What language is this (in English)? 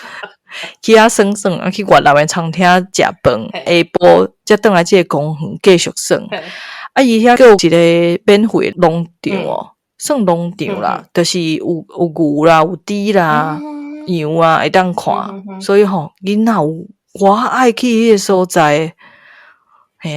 Min Nan Chinese